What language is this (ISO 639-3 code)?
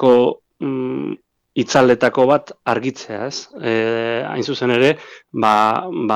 eus